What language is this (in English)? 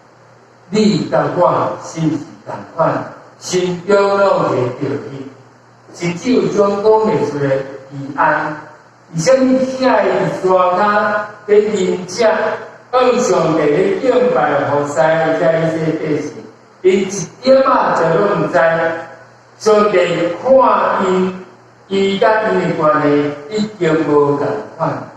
Min Nan Chinese